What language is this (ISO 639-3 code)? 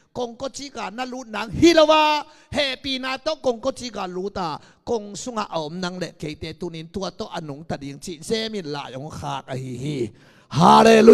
ctd